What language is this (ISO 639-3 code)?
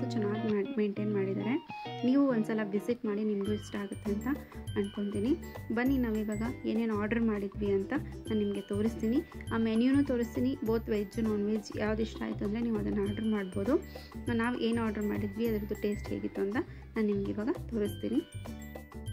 kan